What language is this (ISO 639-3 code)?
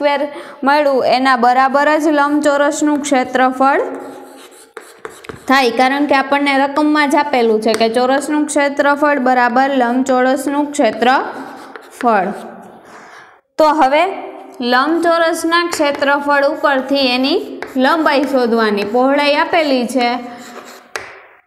guj